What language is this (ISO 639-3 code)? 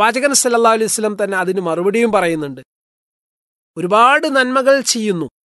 mal